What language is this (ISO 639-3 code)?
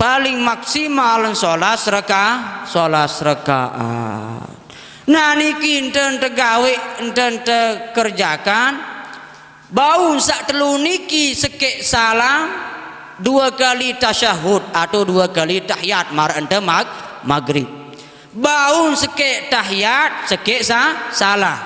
sas